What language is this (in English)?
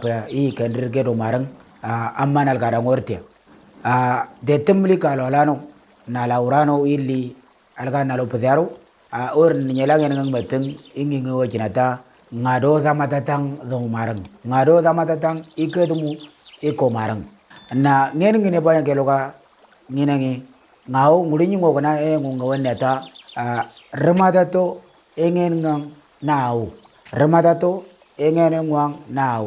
Moro